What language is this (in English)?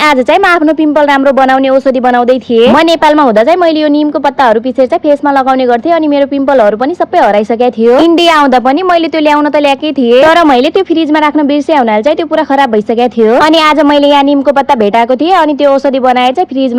Nepali